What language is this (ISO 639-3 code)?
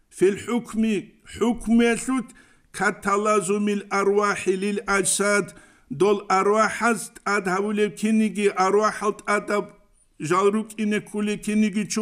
ava